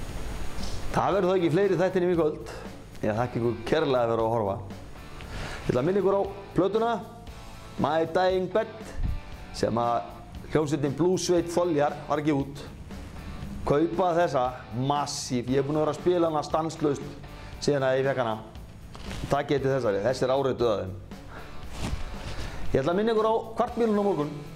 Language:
Icelandic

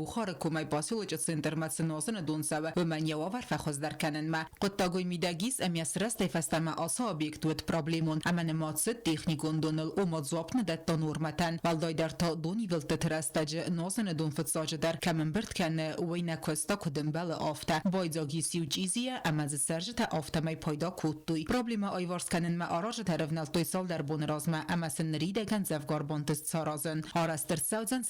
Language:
Ossetic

